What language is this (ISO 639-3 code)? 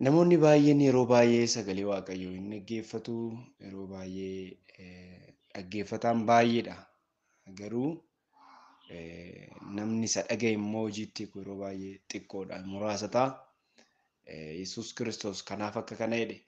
orm